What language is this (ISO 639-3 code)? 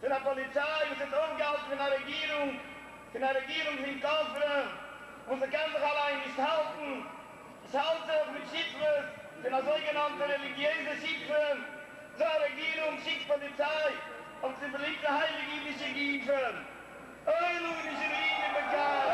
yid